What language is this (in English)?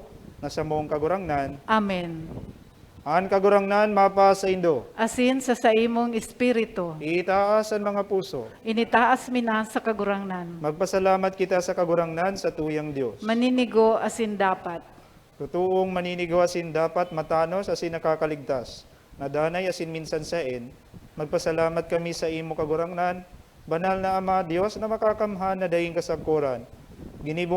Bikol